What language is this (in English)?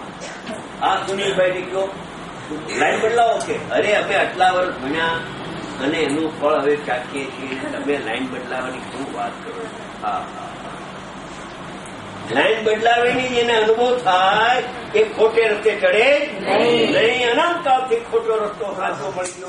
Gujarati